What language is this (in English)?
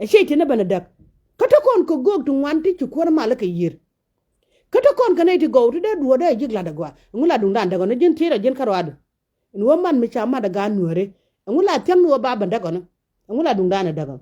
Nuer